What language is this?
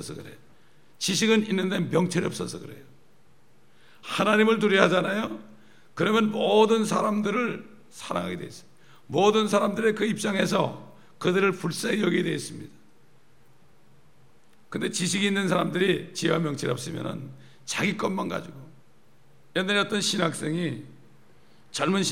Korean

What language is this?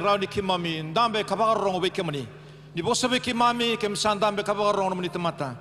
Fijian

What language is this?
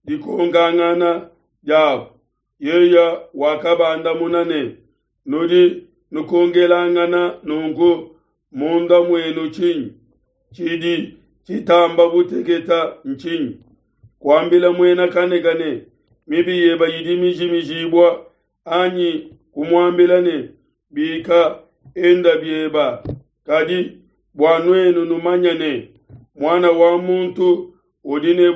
Luba-Lulua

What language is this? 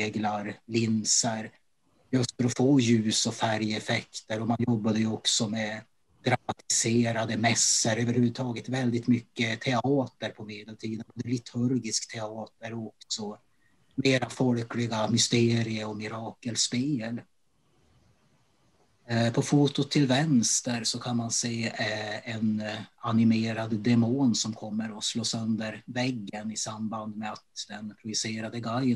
Swedish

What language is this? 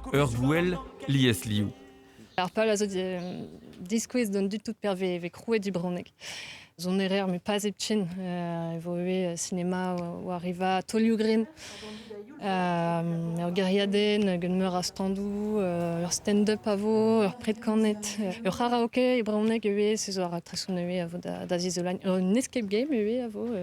Breton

